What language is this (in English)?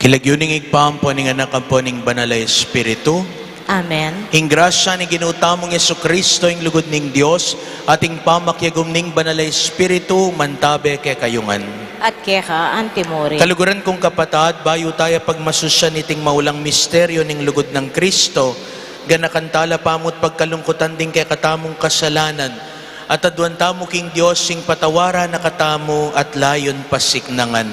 Pampanga